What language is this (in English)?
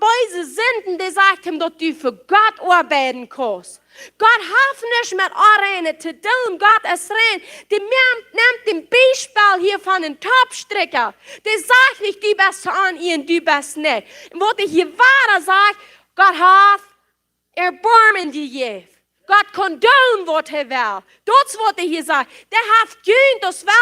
Plautdietsch